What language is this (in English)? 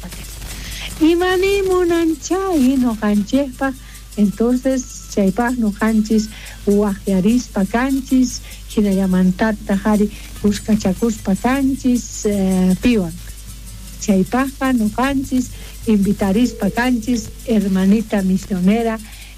South Bolivian Quechua